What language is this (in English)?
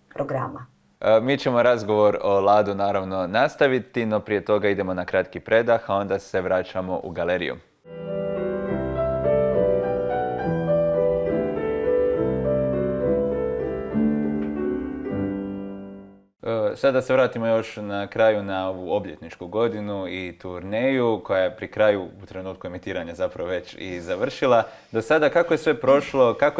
Croatian